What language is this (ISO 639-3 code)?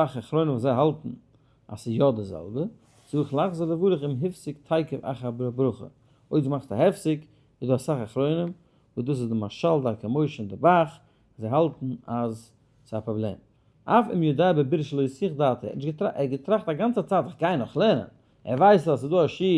yid